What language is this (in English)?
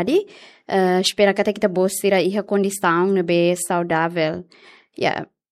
Tetum